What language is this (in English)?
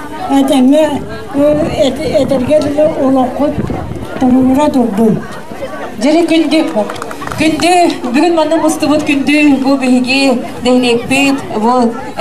Yakut